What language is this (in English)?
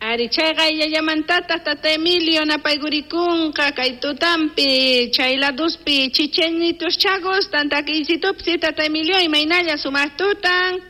South Bolivian Quechua